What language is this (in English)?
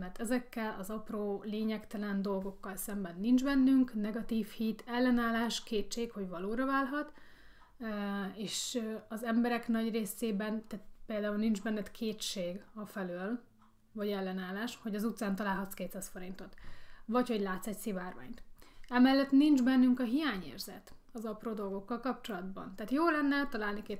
Hungarian